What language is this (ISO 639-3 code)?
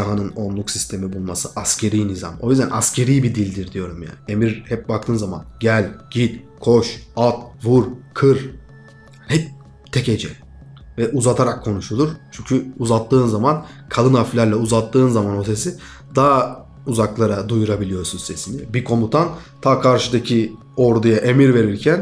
tur